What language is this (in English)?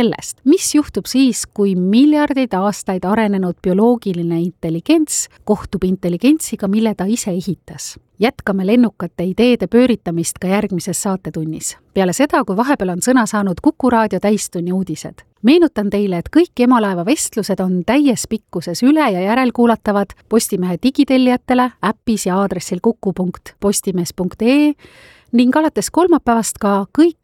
Estonian